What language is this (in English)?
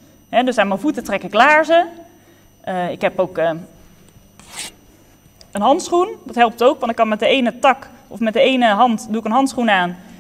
Dutch